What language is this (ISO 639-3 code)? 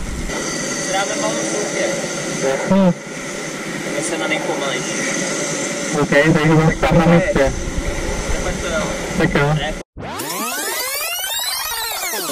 ces